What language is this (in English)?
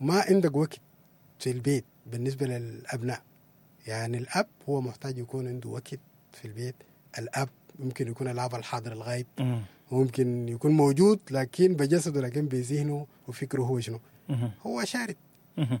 Sudanese Arabic